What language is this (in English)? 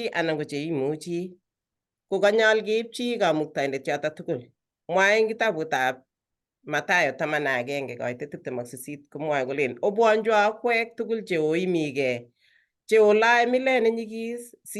Kalenjin